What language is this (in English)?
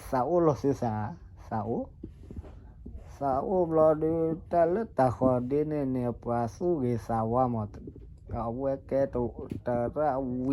S'gaw Karen